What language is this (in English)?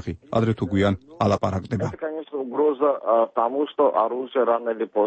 Georgian